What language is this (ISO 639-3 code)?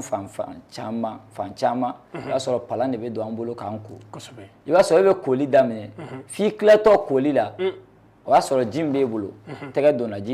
bam